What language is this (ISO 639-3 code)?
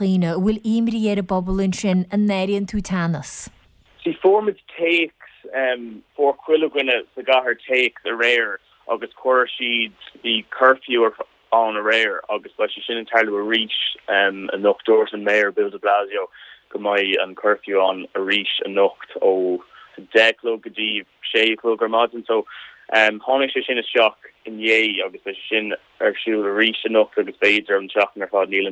gle